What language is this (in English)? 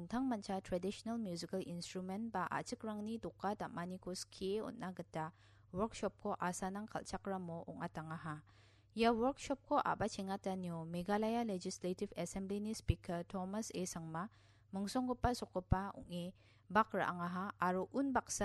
Garo